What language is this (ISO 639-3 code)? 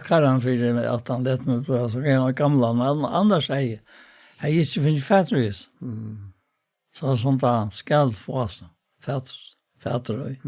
fao